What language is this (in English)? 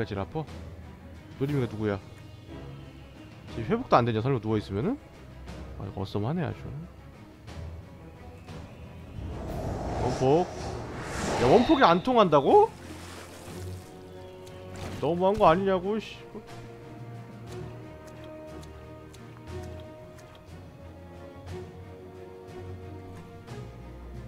Korean